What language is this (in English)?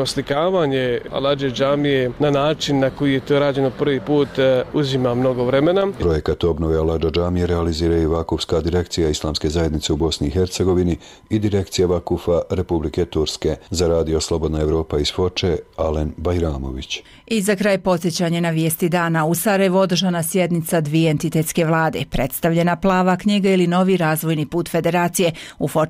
Bosnian